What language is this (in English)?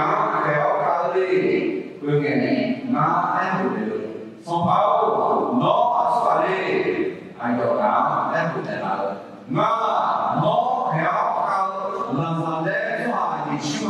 Akha